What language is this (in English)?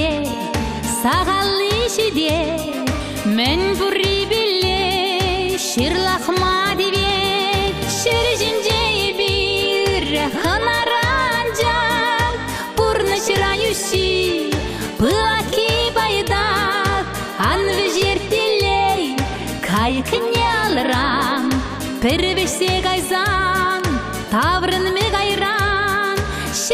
Chuvash